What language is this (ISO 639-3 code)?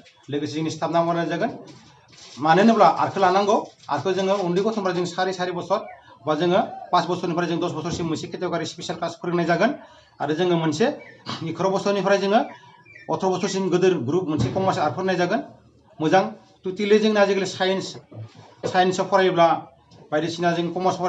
brx